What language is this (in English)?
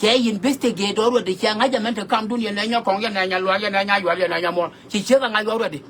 Nuer